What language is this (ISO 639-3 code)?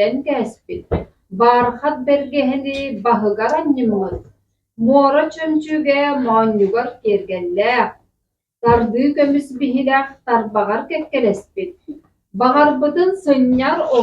sah